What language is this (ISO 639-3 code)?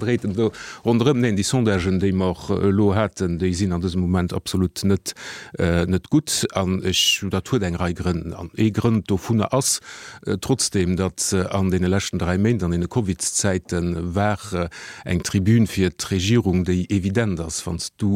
ltz